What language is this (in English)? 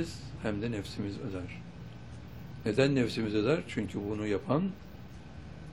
Turkish